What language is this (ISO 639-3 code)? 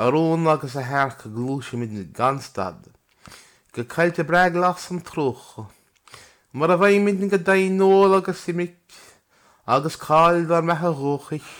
gle